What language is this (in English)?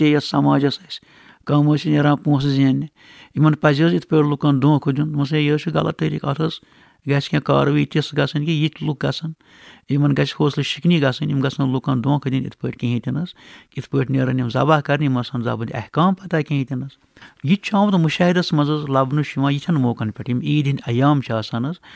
Kashmiri